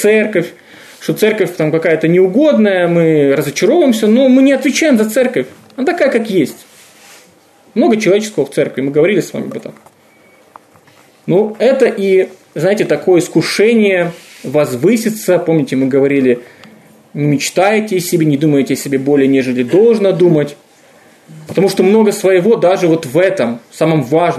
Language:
Russian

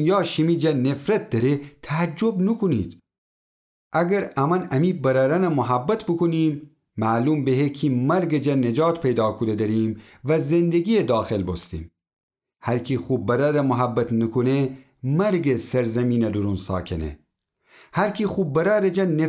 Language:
Gilaki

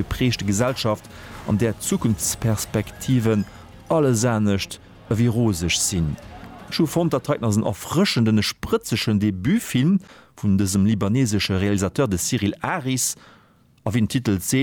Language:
Luxembourgish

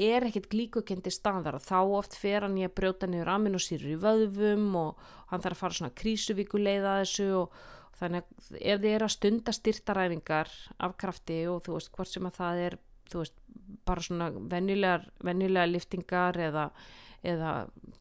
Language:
Icelandic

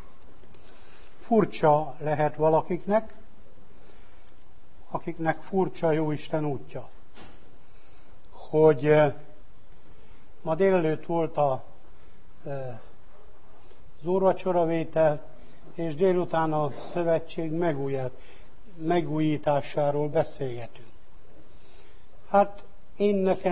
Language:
Hungarian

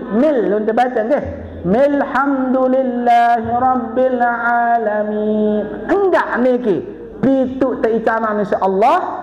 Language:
Sasak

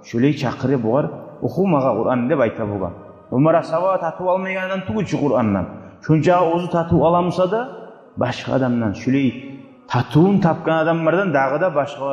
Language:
Kumyk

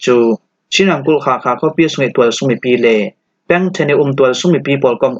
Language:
Falam Chin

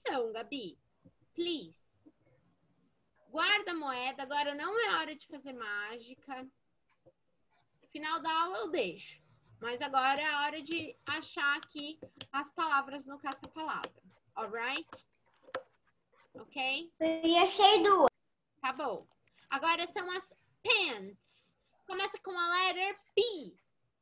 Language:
Portuguese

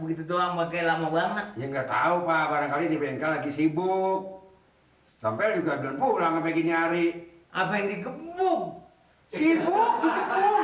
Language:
Betawi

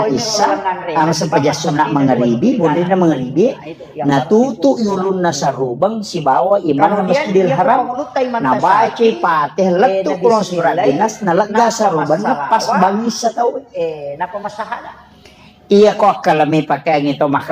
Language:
Buginese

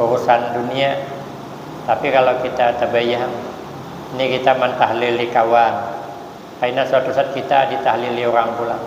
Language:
Banjar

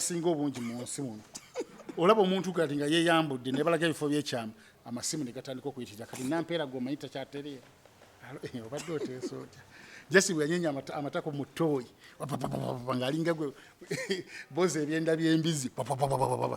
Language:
Ganda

